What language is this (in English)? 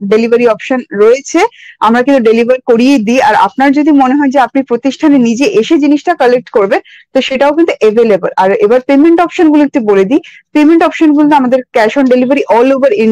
Bangla